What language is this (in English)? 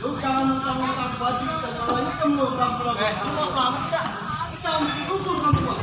Betawi